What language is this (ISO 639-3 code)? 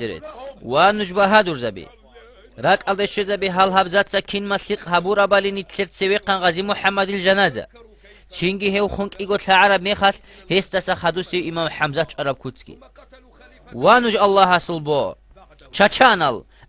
ava